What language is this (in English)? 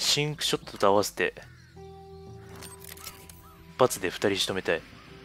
Japanese